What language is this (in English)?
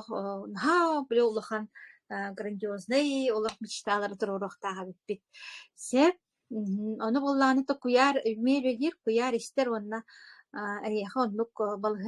Yakut